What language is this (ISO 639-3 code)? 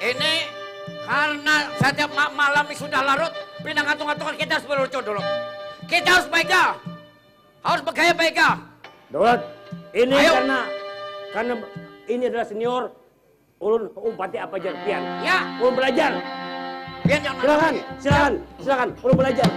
bjn